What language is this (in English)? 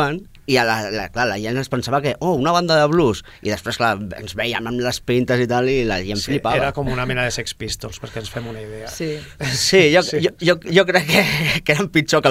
Catalan